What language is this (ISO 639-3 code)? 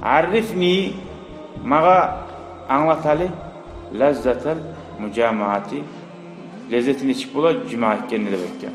kum